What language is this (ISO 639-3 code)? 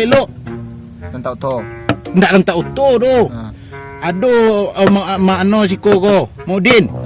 min